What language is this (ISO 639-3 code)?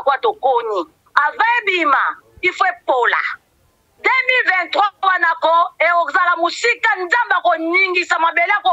lin